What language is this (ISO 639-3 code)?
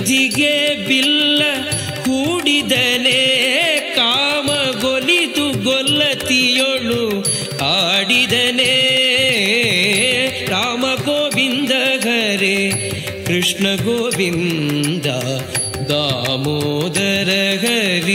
kan